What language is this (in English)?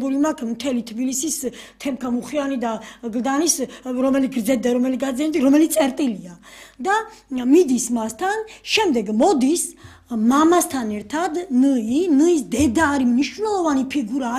Georgian